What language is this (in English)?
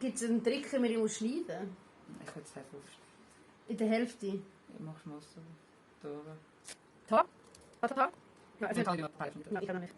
Swiss German